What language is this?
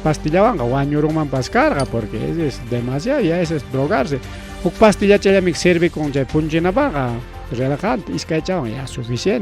Ayacucho Quechua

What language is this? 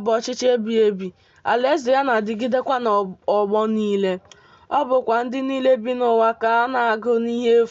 Igbo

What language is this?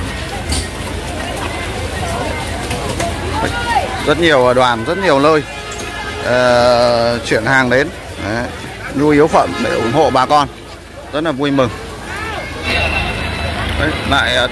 Vietnamese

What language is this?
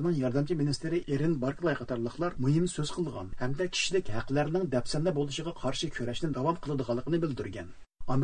Uyghur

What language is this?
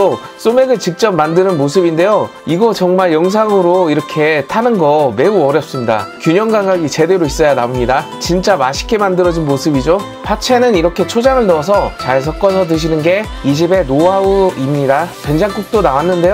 Korean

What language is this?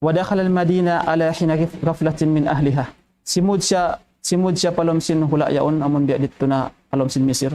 Tausug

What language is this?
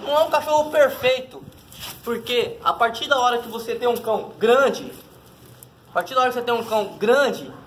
Portuguese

